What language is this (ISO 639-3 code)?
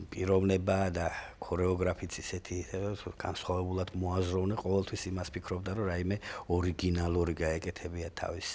kat